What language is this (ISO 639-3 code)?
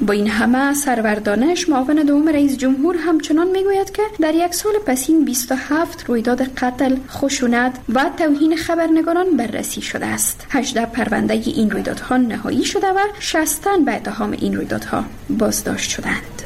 fas